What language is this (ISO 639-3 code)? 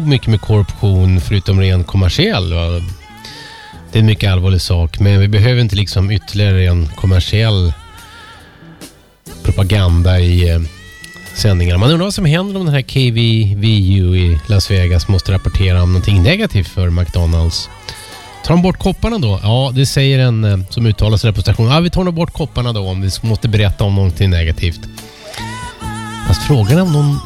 swe